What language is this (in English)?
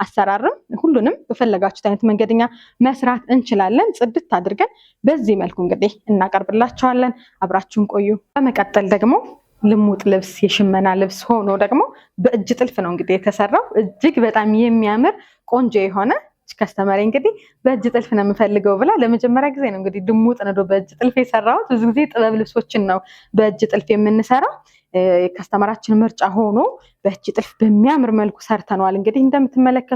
Amharic